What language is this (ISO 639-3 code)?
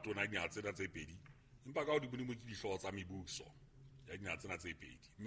sot